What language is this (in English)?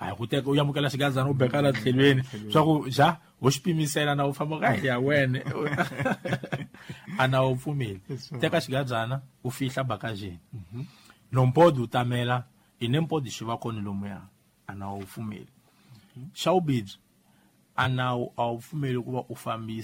Tsonga